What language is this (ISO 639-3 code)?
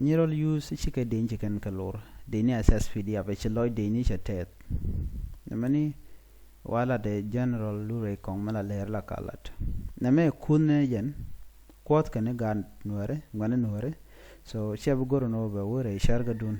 nus